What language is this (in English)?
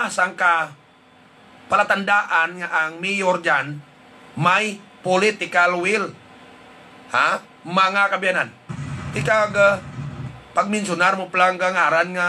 Hiligaynon